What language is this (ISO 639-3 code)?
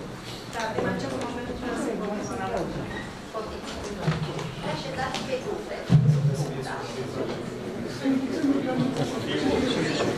ron